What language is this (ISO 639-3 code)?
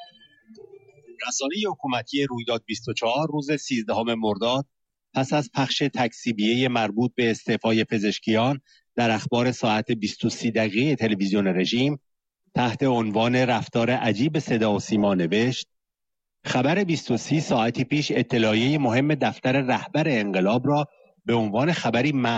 fas